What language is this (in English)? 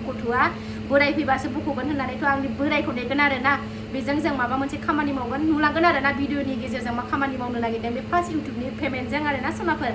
Bodo